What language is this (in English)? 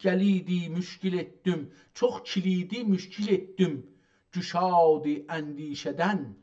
South Azerbaijani